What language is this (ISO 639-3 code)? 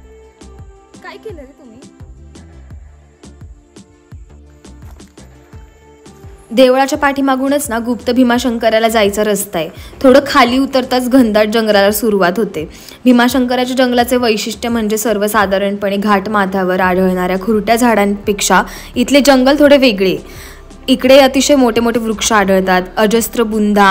mar